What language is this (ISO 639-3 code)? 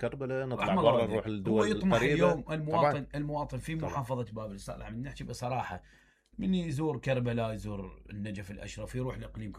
acm